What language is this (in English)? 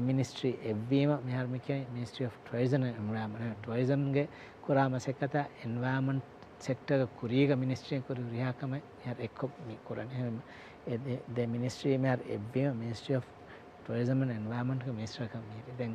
Divehi